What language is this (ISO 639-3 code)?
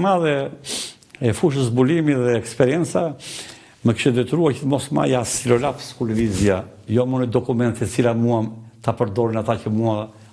sqi